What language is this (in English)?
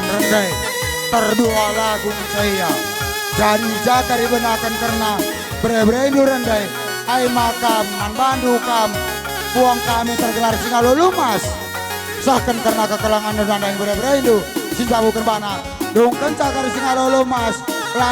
Batak Karo